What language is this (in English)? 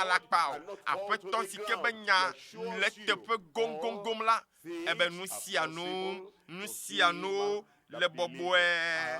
Ewe